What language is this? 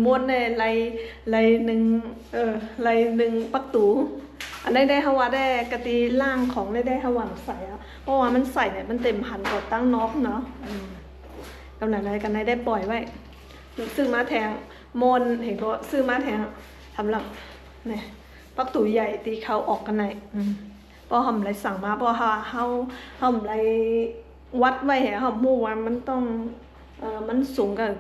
Shan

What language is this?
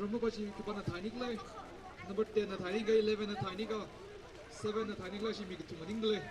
Tangkhul Naga (India)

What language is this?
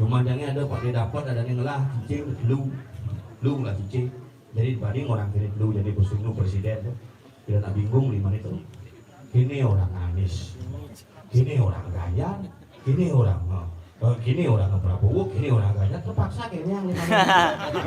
Balinese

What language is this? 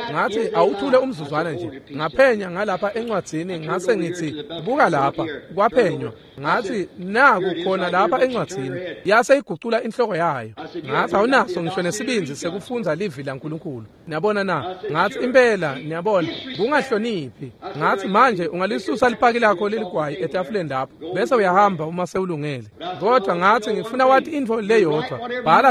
Swati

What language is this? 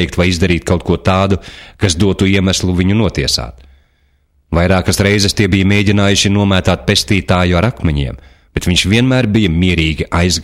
Latvian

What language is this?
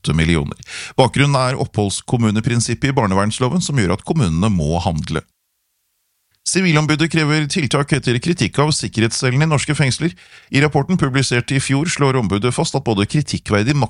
Norwegian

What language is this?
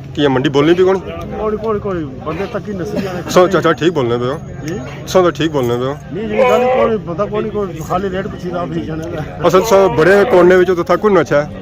Pahari-Potwari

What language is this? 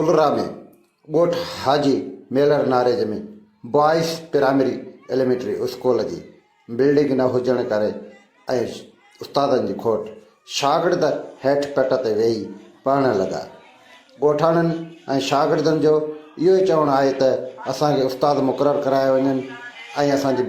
Sindhi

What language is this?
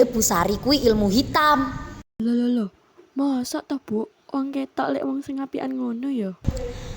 Javanese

